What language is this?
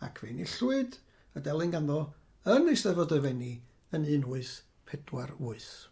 Welsh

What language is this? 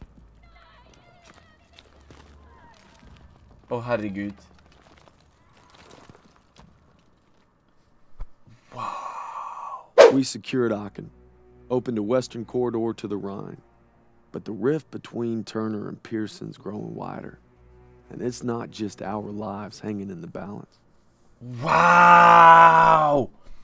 Norwegian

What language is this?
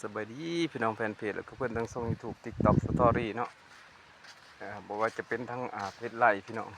Lao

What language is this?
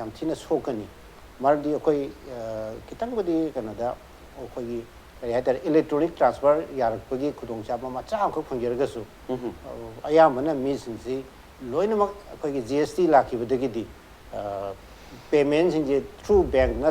Manipuri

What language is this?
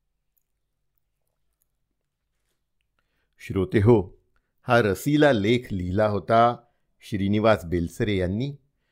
Marathi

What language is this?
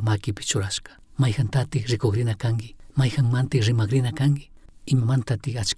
Chimborazo Highland Quichua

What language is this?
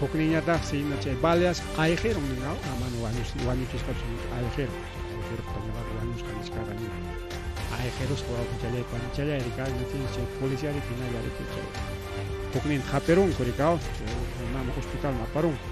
Ayacucho Quechua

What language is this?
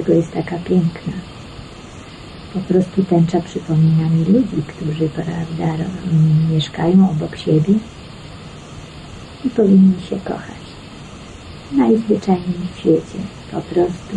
Polish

